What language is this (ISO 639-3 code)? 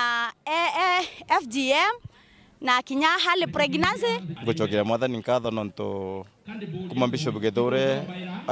mer